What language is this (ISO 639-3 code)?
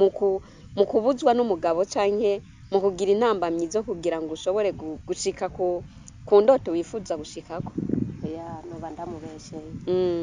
run